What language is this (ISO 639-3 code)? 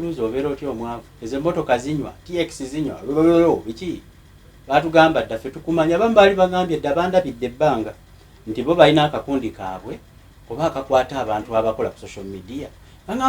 lug